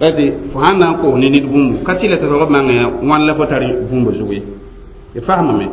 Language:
Mossi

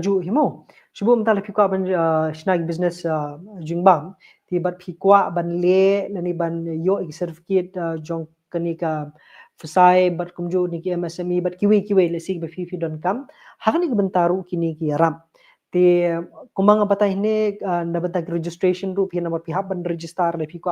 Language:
Khasi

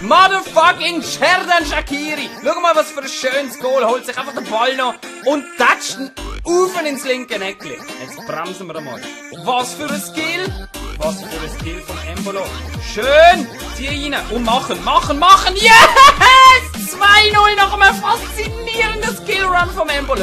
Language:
Swiss German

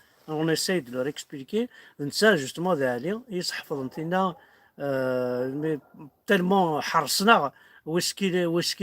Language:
Kabyle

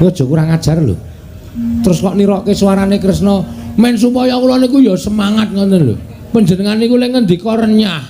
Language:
Javanese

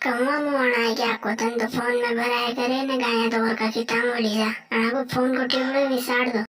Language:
Rajasthani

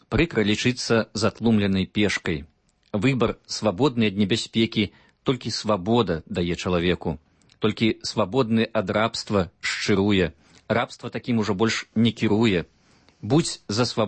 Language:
Belarusian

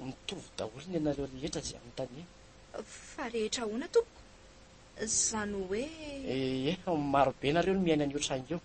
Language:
Malagasy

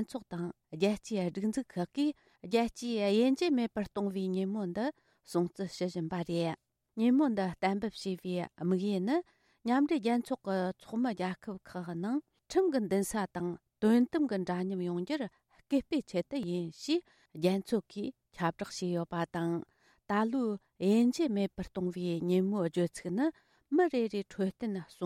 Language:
Tibetan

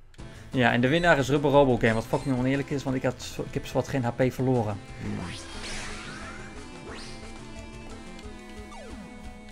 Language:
Dutch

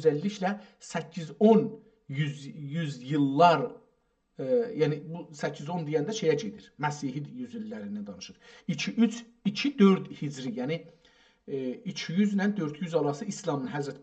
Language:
South Azerbaijani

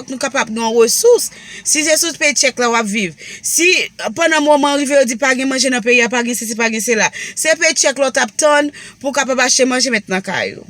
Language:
Haitian Creole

